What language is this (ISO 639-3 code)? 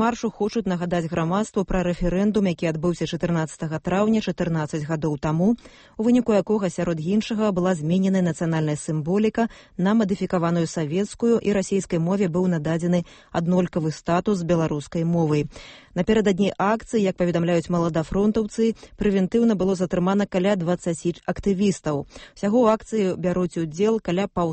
bel